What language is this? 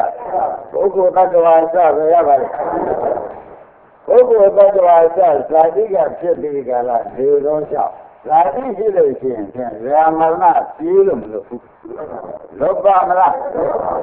Burmese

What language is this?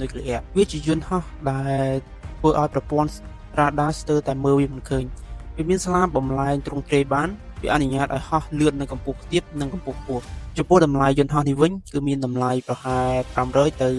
Khmer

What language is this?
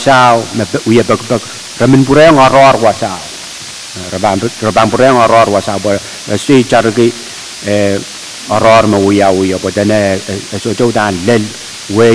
Pohnpeian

